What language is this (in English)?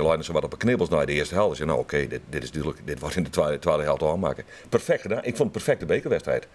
Western Frisian